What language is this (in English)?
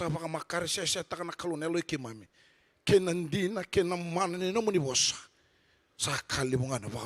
Fijian